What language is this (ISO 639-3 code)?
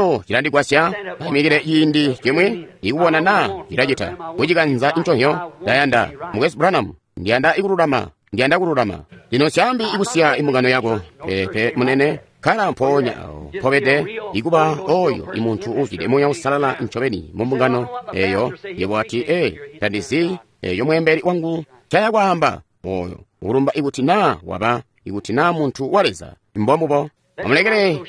toi